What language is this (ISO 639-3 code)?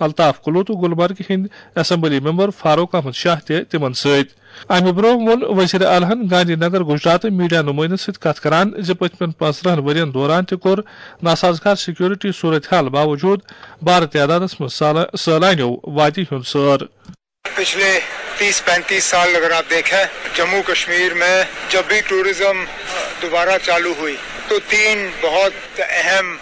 kas